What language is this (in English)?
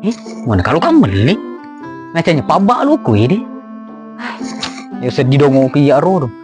Buginese